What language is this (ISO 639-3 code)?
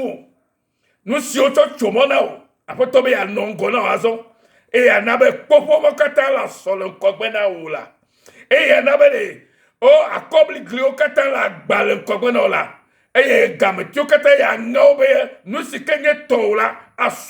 ewe